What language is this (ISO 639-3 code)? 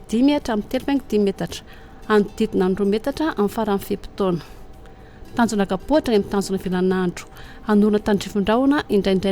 mlg